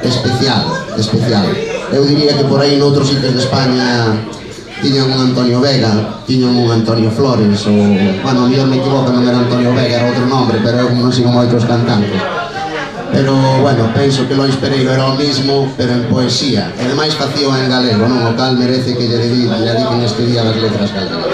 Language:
Galician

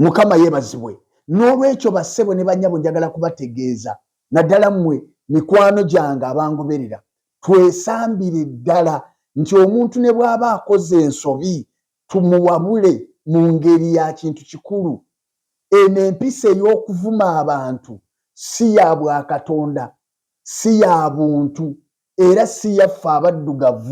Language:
Ganda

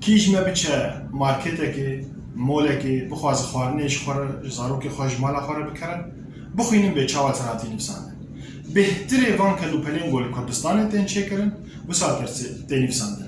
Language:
Kurdish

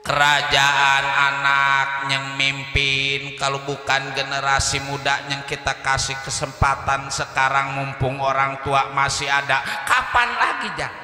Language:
Betawi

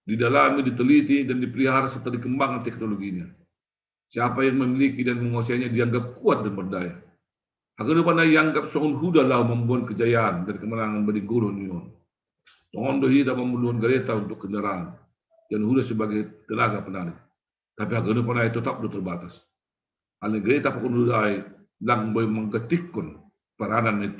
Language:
Batak Simalungun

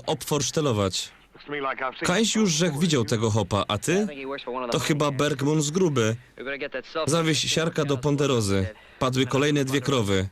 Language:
Silesian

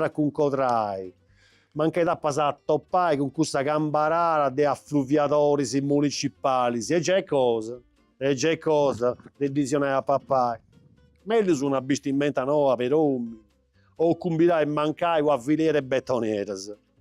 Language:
Sardinian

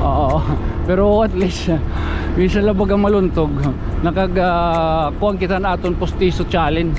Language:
Waray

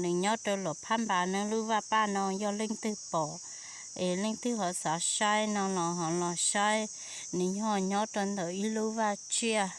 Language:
Hmong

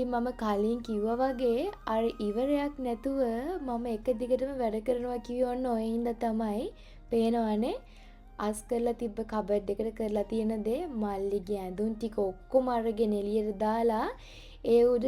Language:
Sinhala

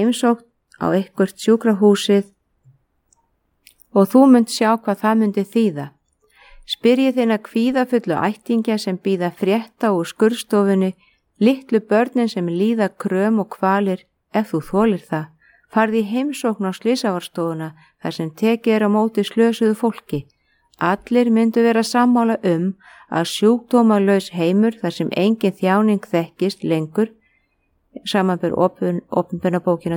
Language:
Icelandic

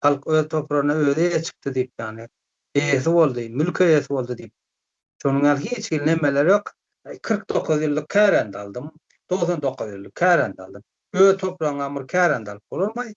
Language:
Turkmen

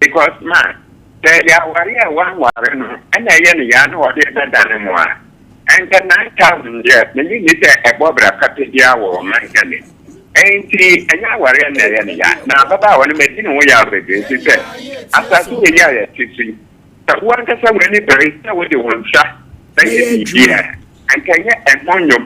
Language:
Akan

